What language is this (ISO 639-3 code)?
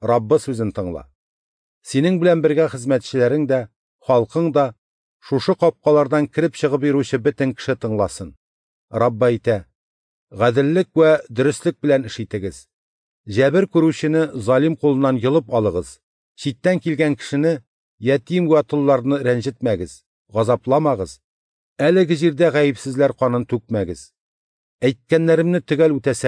tat